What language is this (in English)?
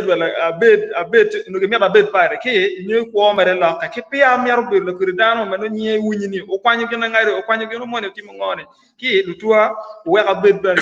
Acoli